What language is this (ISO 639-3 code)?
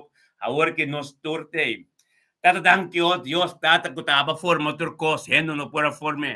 pap